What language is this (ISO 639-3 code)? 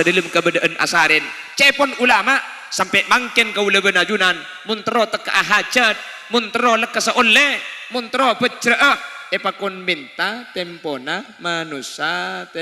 mad